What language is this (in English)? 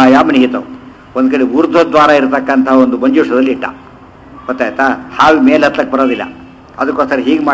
Kannada